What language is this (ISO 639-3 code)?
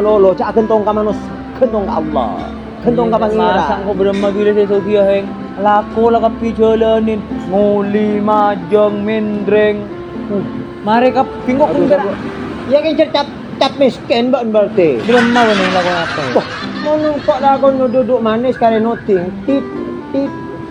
mad